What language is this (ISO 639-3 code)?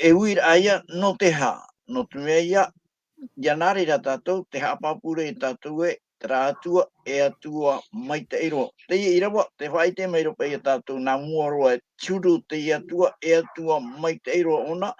tah